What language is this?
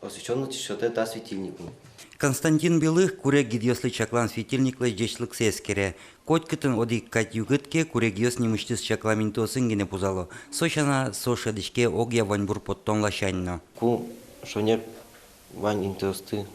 Udmurt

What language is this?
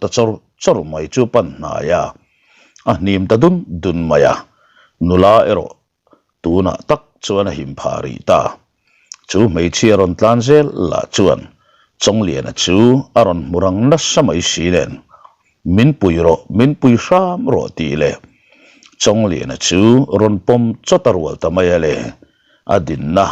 Mizo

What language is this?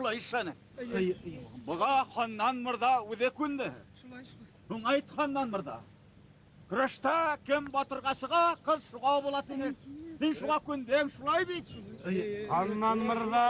Bashkir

